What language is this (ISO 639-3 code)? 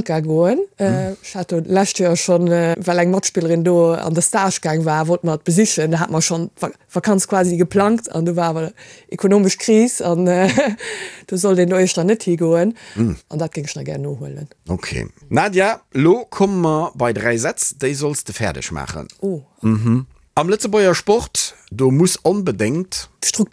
ltz